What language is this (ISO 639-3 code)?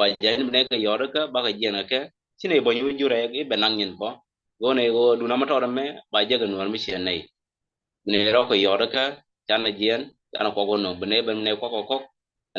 nus